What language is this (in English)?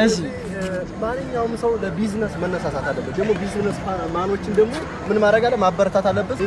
Amharic